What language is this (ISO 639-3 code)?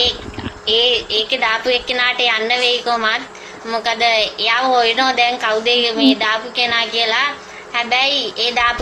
sin